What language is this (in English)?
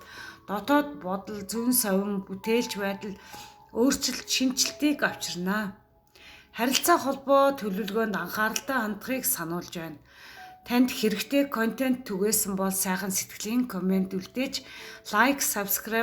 Mongolian